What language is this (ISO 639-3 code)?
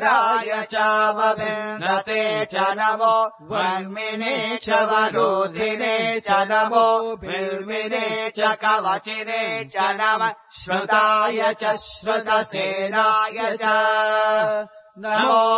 san